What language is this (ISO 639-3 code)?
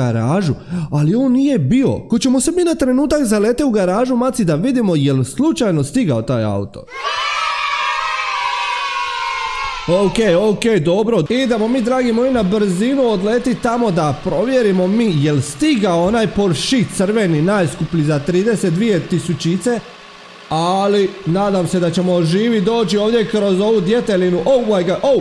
hrv